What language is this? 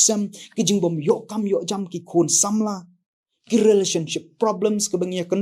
Khasi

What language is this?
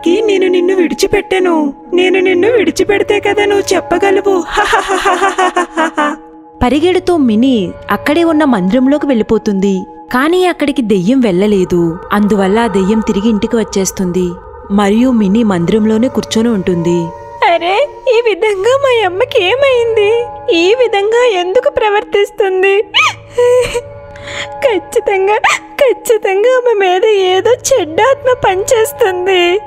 Telugu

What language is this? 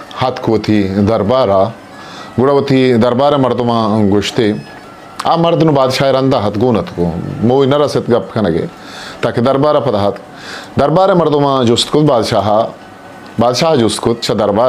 Eastern Balochi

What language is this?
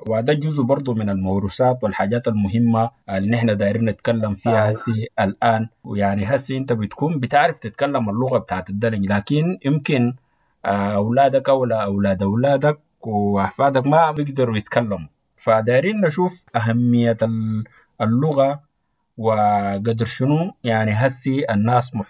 Sudanese Arabic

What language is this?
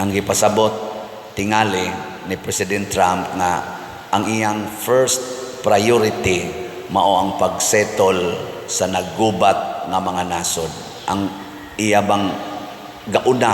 Cebuano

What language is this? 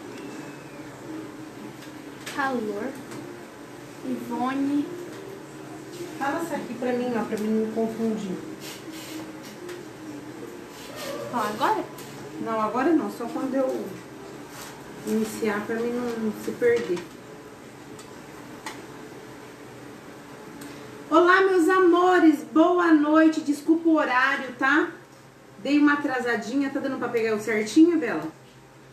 Portuguese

